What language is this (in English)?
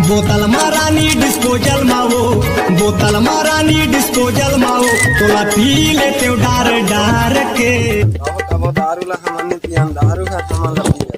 Chhattisgarhi